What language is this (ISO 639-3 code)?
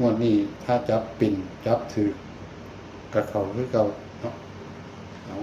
tts